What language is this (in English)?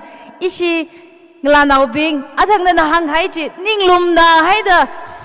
Tangkhul Naga (India)